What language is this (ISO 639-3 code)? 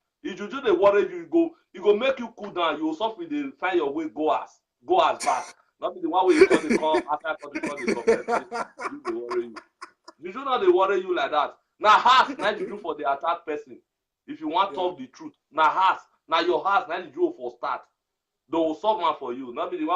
pcm